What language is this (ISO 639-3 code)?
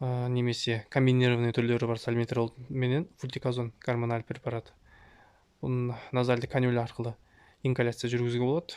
kaz